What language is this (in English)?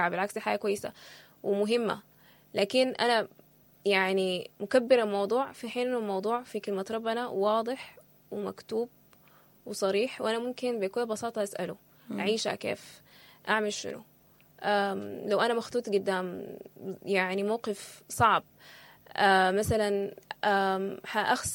Sudanese Arabic